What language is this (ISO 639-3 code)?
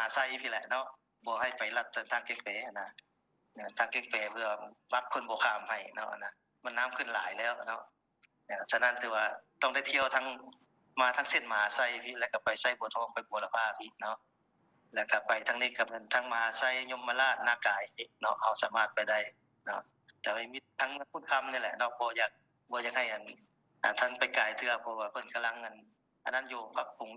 lao